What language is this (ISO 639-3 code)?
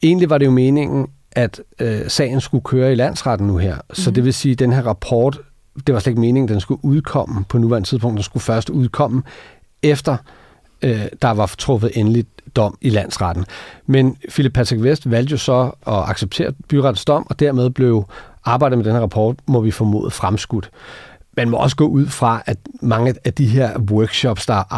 dan